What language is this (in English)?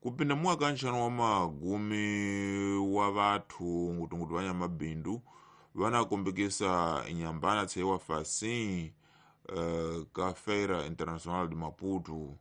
Tsonga